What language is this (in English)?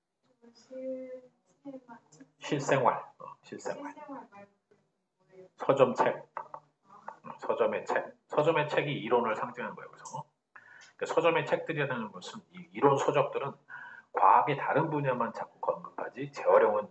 Korean